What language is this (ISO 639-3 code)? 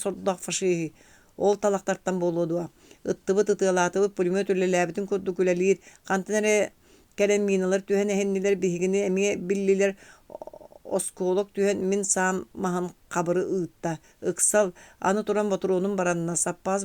sah